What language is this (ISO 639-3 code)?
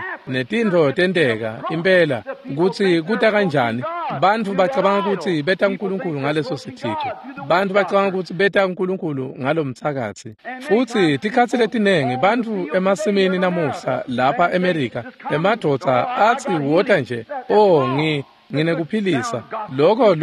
ssw